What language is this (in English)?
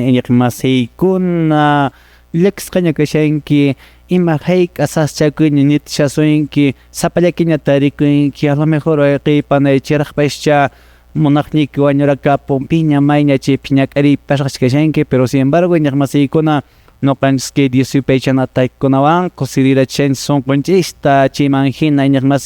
Quechua